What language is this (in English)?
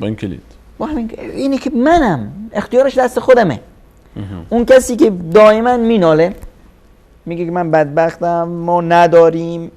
Persian